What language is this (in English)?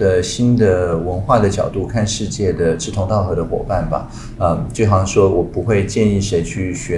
Chinese